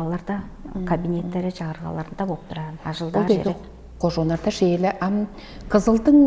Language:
Tuvinian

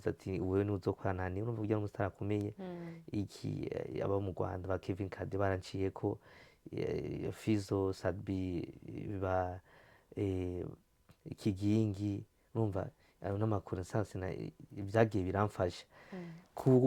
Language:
Rundi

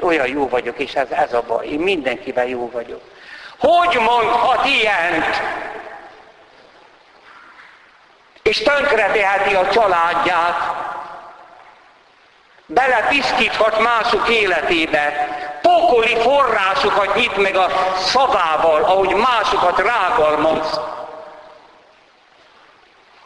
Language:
Hungarian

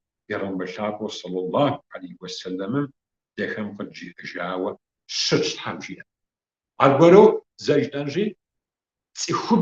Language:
Kabardian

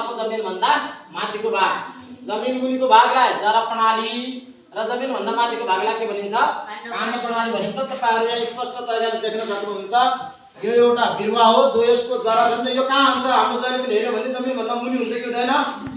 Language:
Nepali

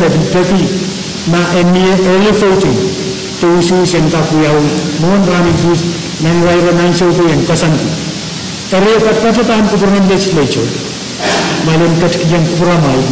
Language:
Pohnpeian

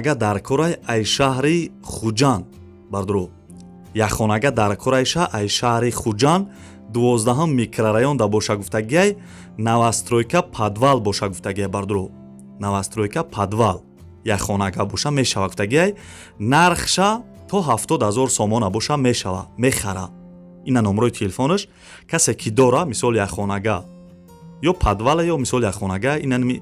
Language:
Tajik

